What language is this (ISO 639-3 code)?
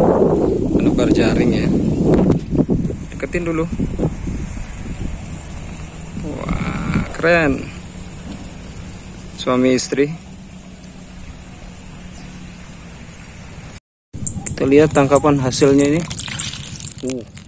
ind